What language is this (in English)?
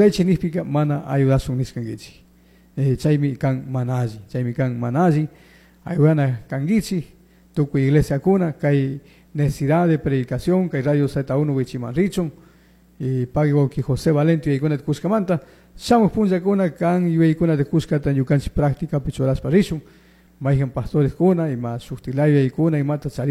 Chimborazo Highland Quichua